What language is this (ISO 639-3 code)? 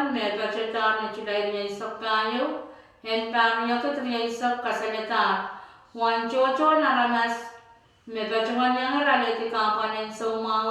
pon